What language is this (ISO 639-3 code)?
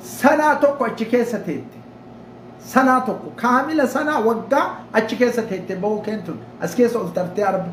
orm